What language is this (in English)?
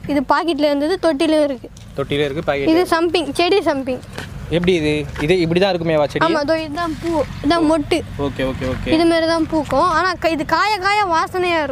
Tamil